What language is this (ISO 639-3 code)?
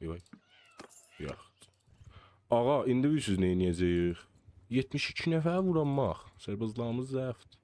azb